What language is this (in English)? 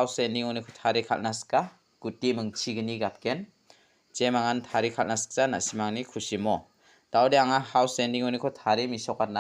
Garo